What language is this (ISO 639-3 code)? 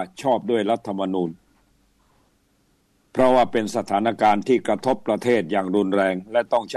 tha